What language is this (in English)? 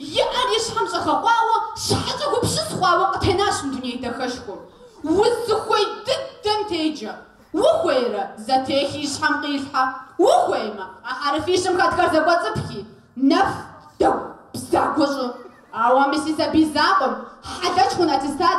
Kabardian